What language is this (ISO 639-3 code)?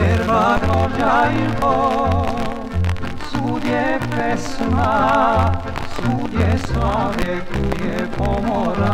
srp